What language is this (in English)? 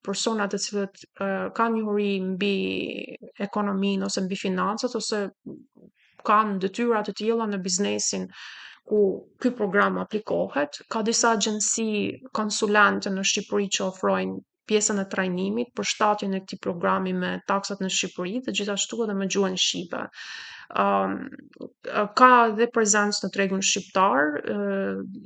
Albanian